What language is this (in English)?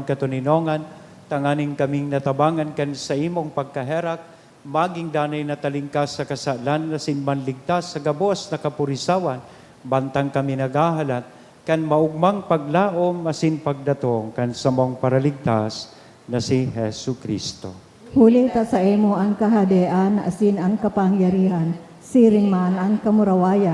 Bikol